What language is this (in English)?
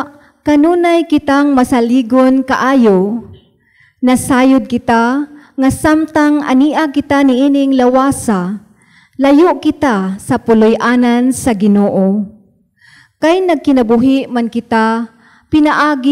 Cebuano